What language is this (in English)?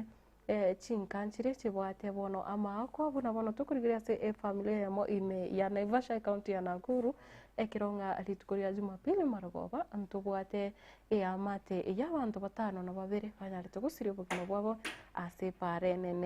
Gusii